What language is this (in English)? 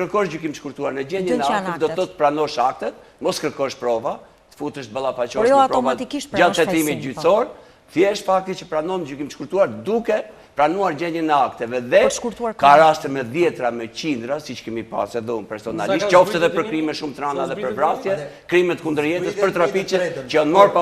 Albanian